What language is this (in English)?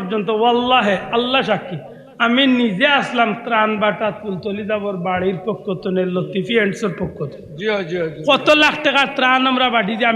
Sylheti